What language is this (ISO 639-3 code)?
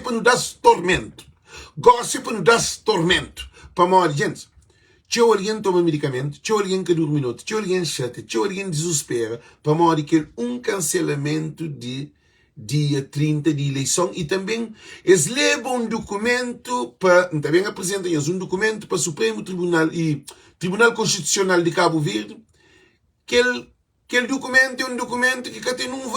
kea